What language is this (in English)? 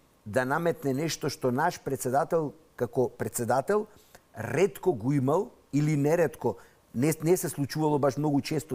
Macedonian